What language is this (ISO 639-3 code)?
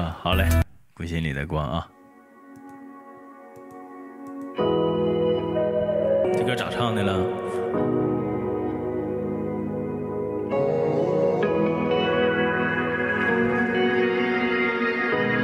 zho